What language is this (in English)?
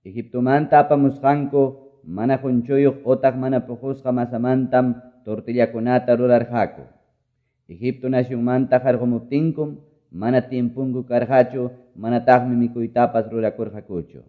Quechua